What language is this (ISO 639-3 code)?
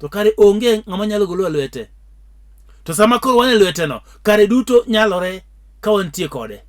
luo